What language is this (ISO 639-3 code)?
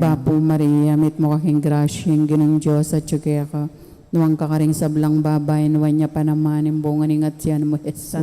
pam